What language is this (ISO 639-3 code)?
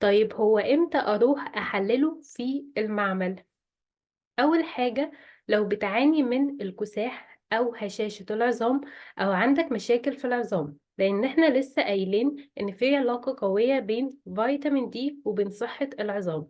arz